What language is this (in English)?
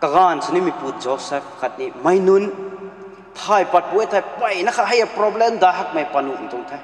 Rongmei Naga